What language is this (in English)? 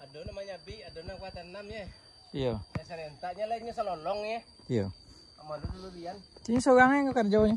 Minangkabau